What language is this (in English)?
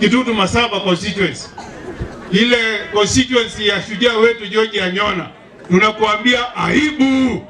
Gusii